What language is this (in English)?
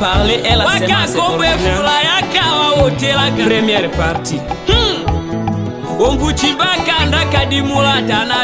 Tetela